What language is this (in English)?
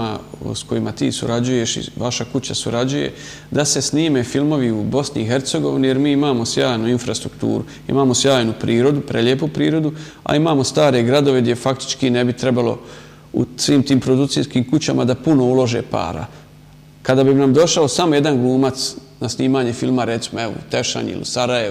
Bosnian